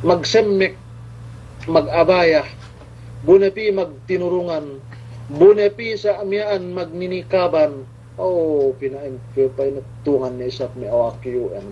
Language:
Yakan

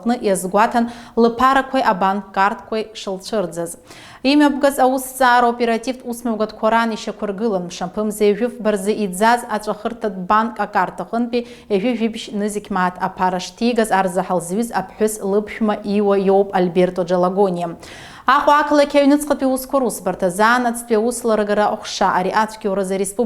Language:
Abkhazian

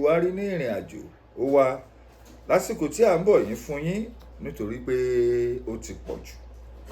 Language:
Yoruba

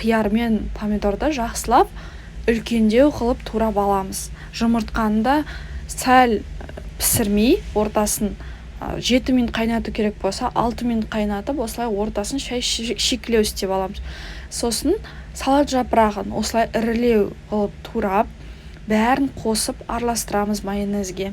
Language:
Kazakh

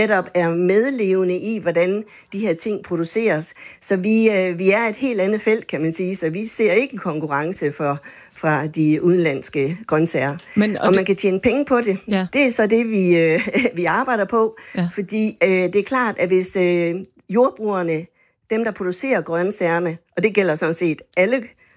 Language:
Danish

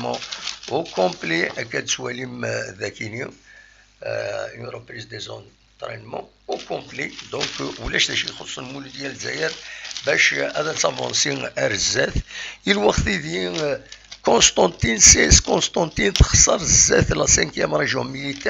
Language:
Kabyle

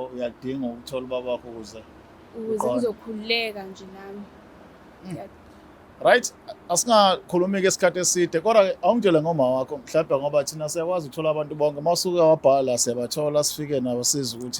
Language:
Zulu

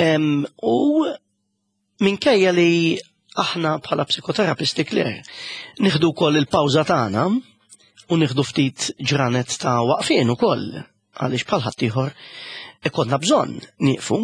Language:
Maltese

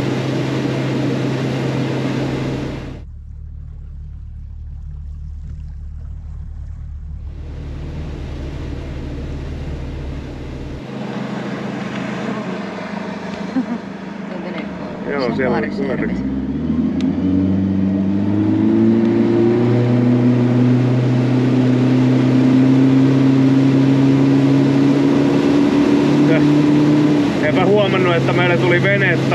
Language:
Finnish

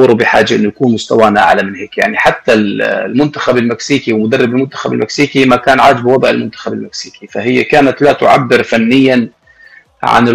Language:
North Levantine Arabic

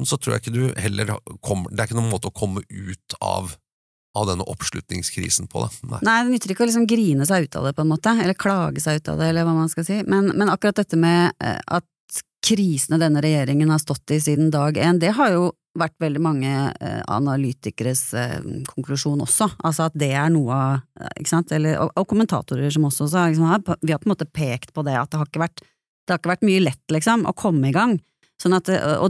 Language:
Norwegian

